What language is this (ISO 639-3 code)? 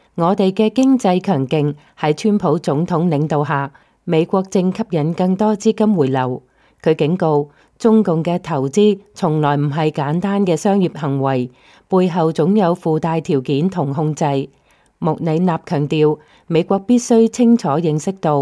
yue